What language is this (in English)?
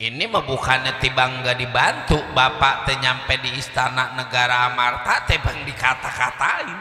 Betawi